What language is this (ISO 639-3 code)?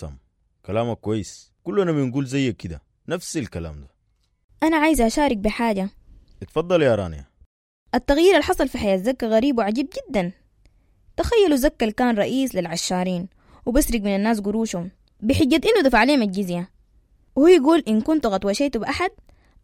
apd